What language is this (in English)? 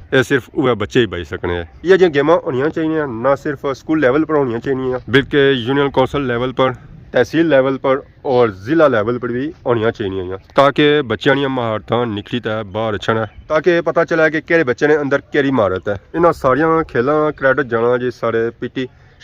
Pahari-Potwari